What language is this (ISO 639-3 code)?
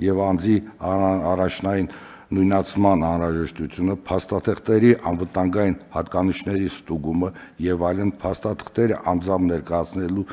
hye